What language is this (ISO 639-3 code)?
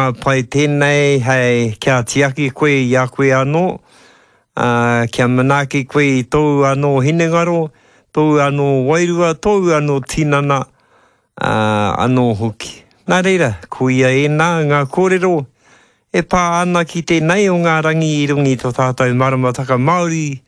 mri